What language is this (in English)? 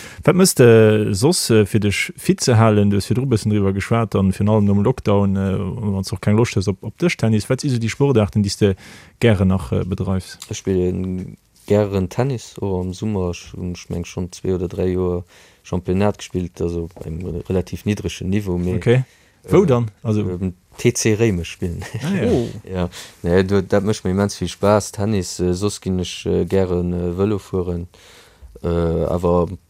Luxembourgish